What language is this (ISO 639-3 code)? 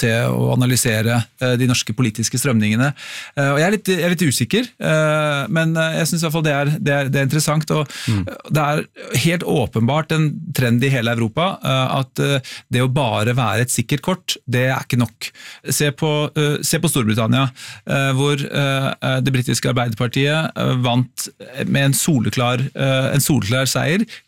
nor